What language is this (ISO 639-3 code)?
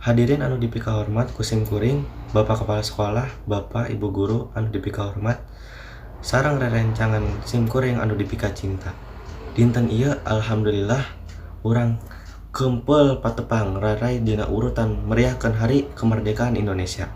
sun